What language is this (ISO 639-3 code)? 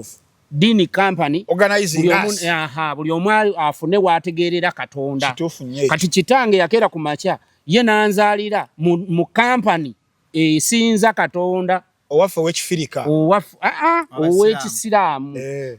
lug